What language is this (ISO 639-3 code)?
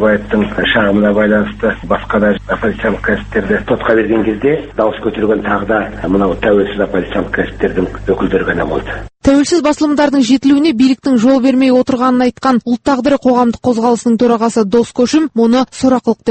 kaz